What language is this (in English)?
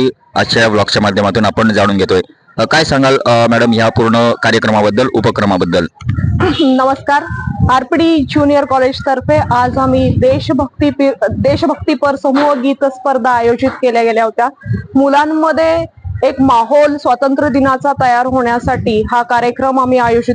Marathi